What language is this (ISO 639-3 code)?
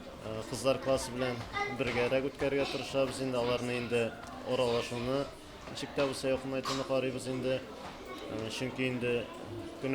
tat